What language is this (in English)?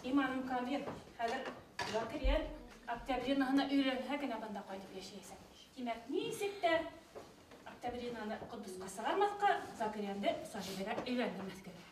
Bashkir